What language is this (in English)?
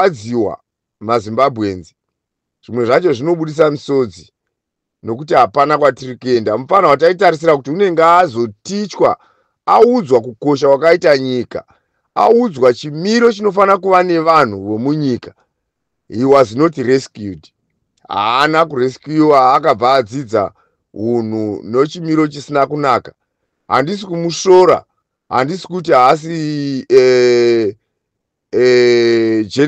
Shona